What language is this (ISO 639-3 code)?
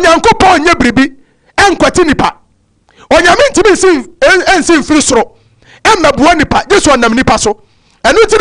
aka